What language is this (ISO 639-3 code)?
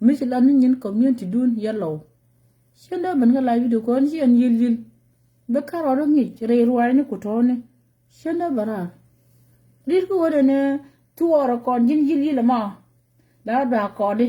nus